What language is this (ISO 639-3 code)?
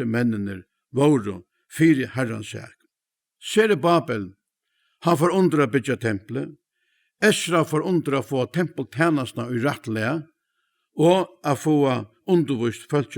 fao